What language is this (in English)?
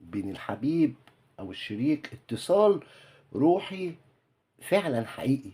Egyptian Arabic